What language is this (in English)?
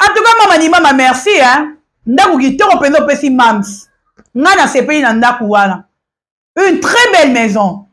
Lingala